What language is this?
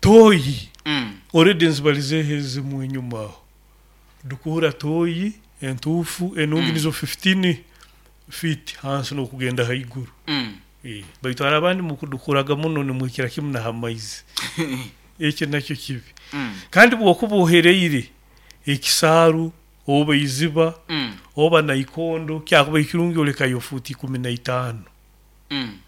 Nyoro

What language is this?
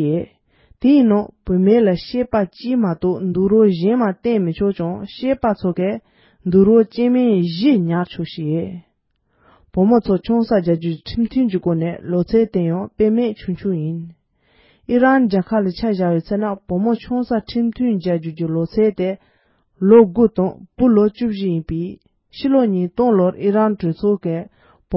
Tibetan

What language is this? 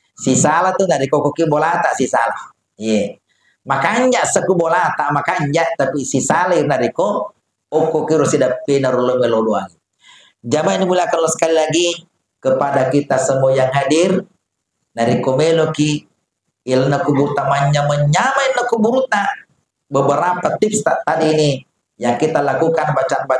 Buginese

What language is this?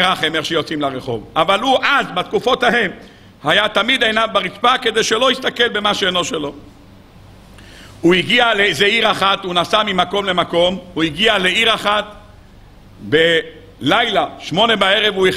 Hebrew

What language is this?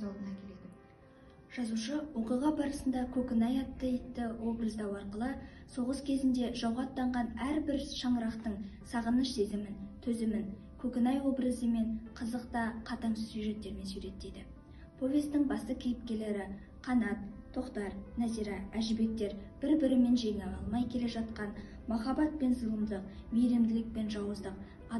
Kazakh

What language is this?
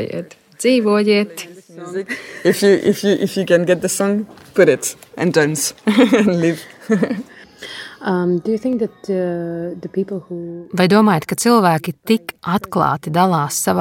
Latvian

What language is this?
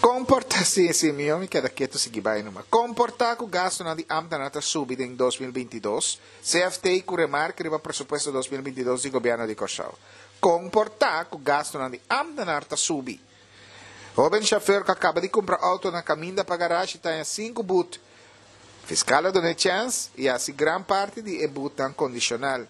Papiamento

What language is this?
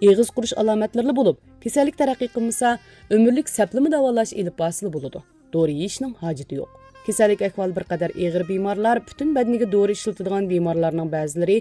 Uyghur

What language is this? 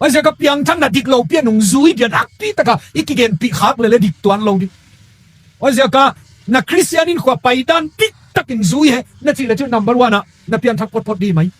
Tedim Chin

